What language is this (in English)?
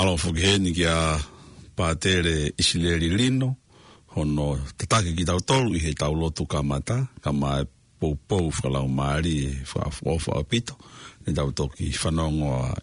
Tongan